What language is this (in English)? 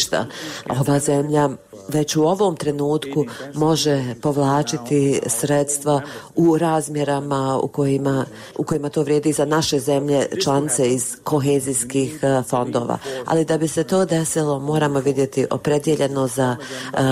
Bosnian